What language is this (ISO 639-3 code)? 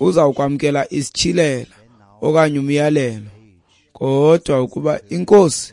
xho